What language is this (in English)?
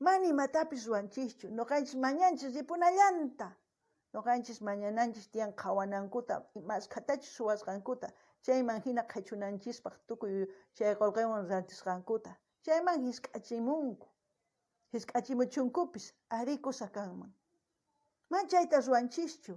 South Bolivian Quechua